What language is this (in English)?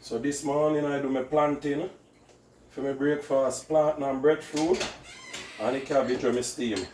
Jamaican Creole English